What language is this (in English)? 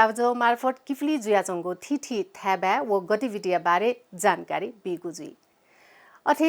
Newari